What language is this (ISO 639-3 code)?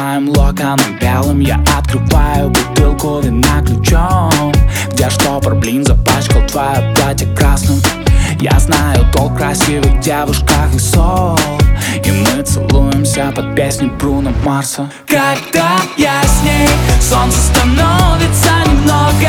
rus